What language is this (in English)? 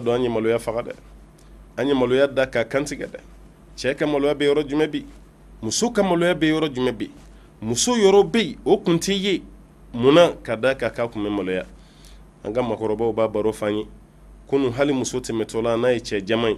Bambara